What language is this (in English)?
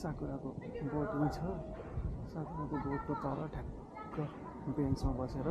Nepali